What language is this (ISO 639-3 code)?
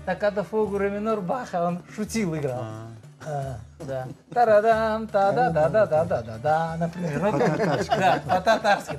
crh